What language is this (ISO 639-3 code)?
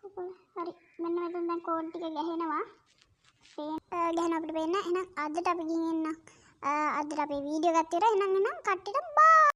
sin